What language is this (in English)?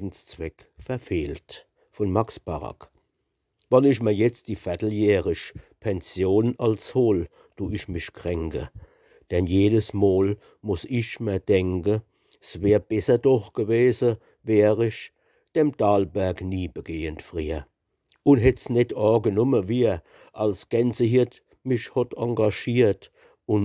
Palatine German